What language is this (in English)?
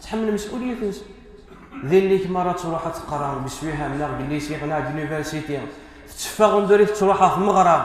Kabyle